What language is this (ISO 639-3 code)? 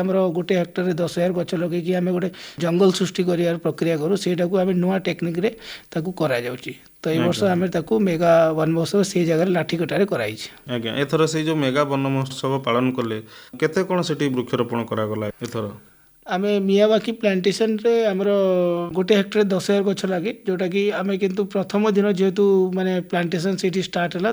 ori